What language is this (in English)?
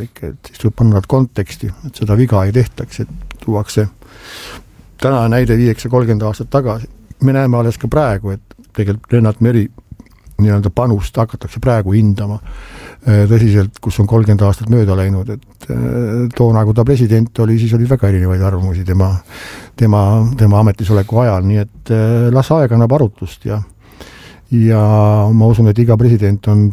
Estonian